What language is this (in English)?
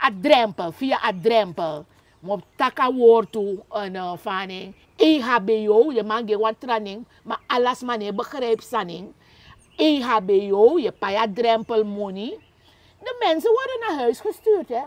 Sranan Tongo